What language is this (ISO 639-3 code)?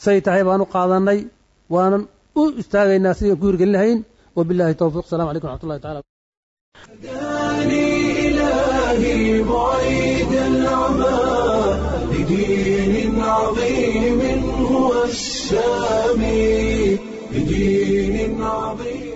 som